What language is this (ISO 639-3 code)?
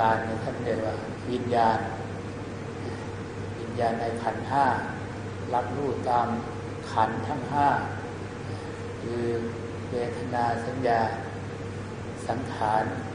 tha